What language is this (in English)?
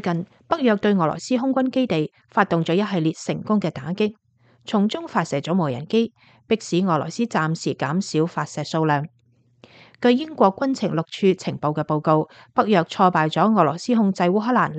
Cantonese